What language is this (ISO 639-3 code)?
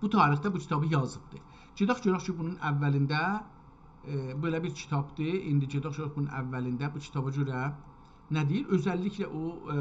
azb